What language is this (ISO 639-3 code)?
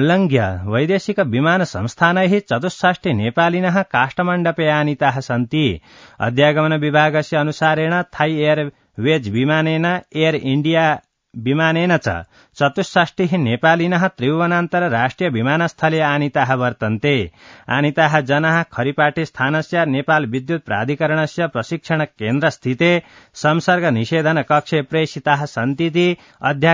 san